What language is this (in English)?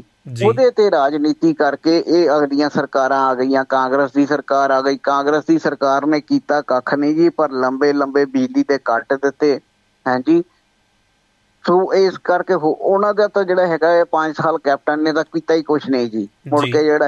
Punjabi